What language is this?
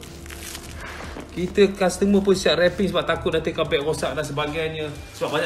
Malay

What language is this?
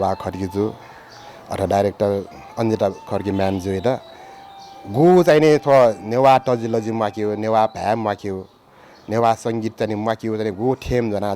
Newari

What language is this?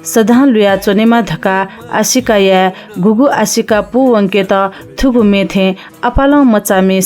Newari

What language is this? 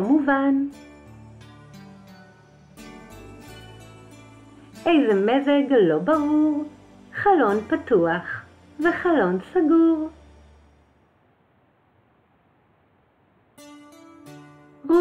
Hebrew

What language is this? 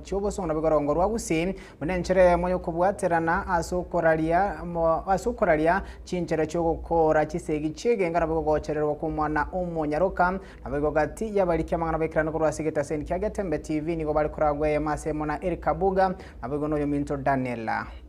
Gusii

